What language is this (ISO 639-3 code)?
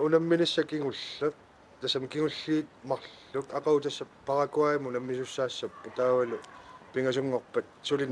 kal